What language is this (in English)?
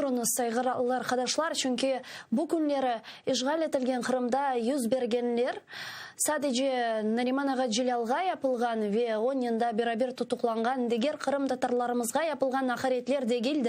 Crimean Tatar